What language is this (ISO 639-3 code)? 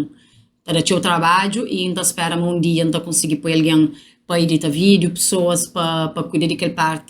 kea